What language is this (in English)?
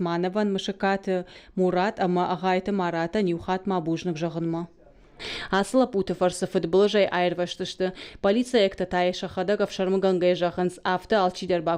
Ossetic